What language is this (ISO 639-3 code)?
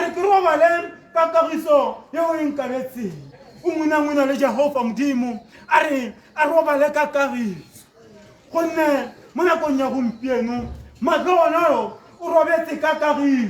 tsn